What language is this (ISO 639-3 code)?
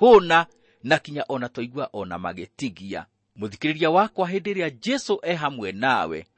kik